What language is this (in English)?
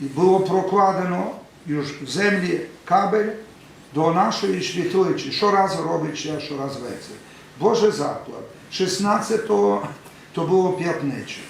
Rusyn